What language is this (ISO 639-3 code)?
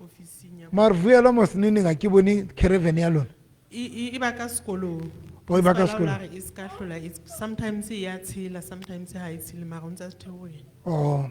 sot